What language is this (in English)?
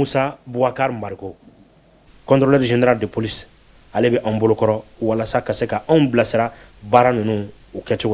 Bambara